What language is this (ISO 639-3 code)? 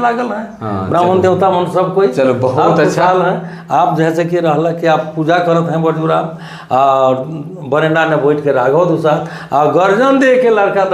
sck